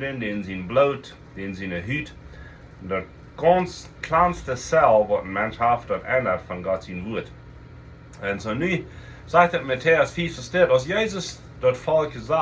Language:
Plautdietsch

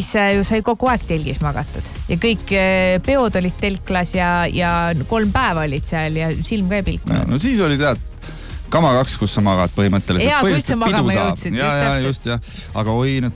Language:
Estonian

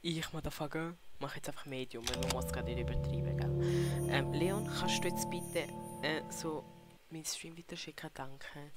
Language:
Swiss German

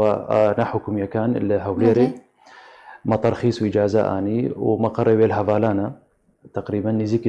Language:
Kurdish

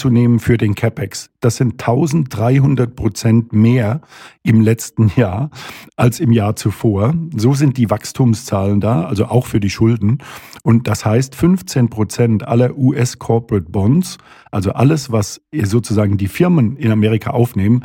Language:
German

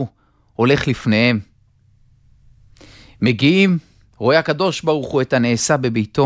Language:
Hebrew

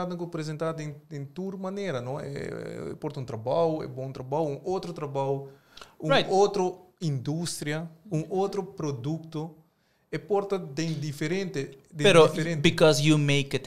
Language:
Papiamento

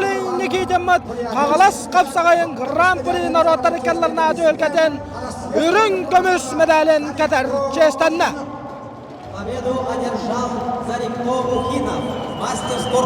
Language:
Yakut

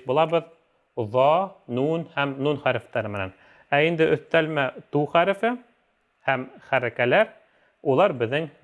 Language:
Bashkir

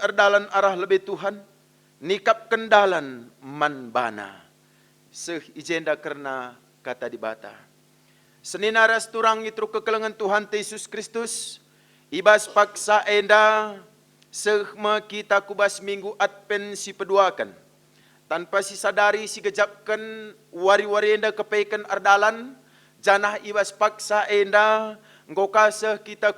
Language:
Batak Karo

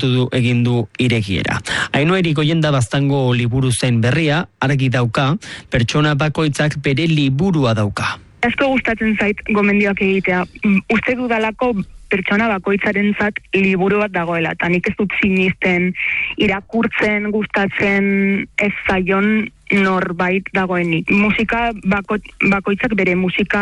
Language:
Basque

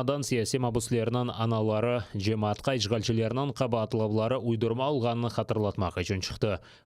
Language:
Crimean Tatar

